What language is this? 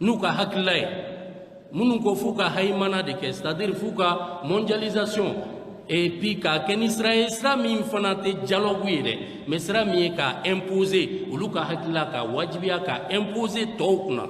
Bambara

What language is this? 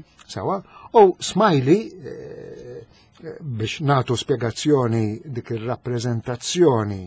Maltese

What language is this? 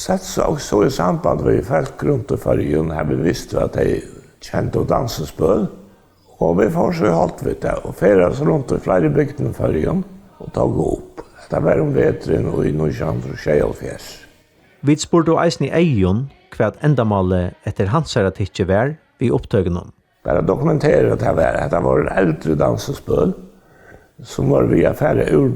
Faroese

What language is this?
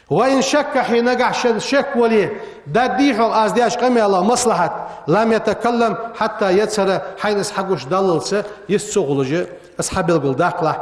Ingush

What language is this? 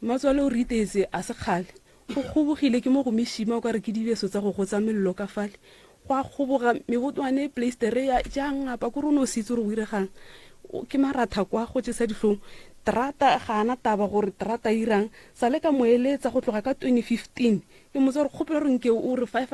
Northern Sotho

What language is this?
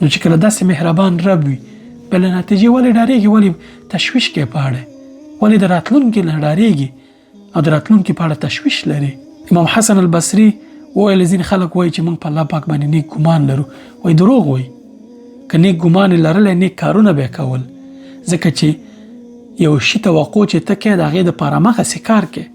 Pashto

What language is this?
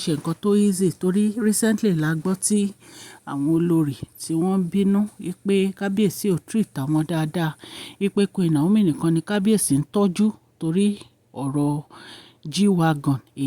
Yoruba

